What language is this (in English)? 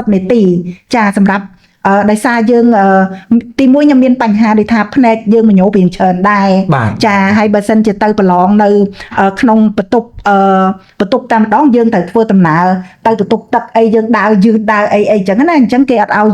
Khmer